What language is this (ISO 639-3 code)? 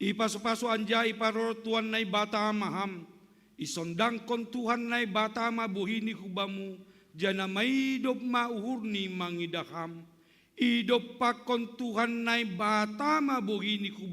bts